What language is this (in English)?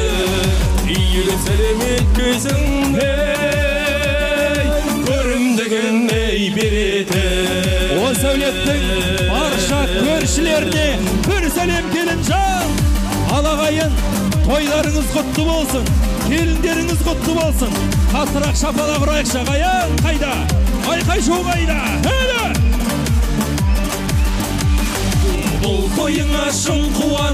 Kazakh